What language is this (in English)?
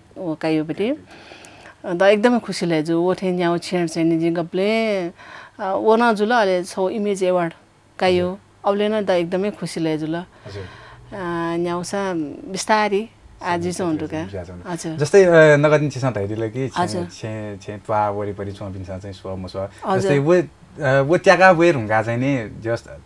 Newari